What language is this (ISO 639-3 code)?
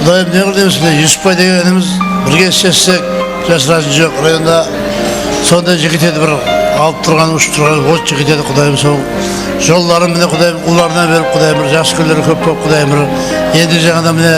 kaa